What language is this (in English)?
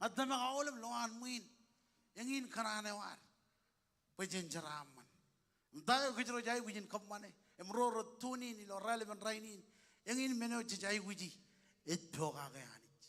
Marshallese